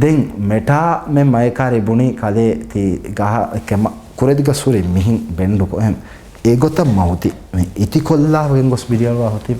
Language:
Divehi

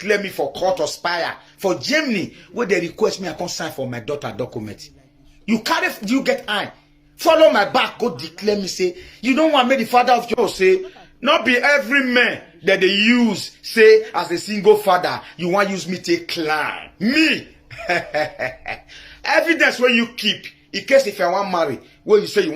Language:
Nigerian Pidgin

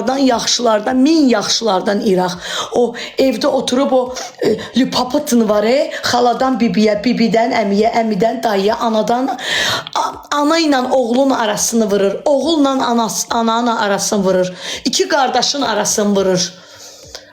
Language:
Azerbaijani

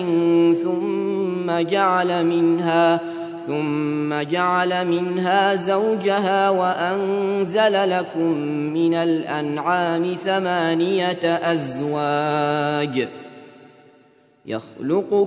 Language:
Arabic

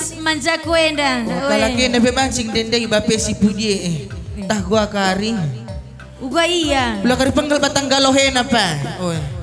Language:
Batak Karo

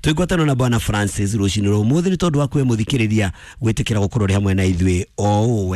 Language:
Kikuyu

